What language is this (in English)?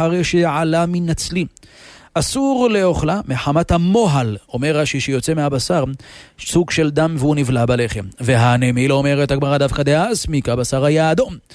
Hebrew